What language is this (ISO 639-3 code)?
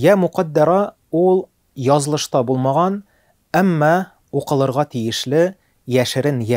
tat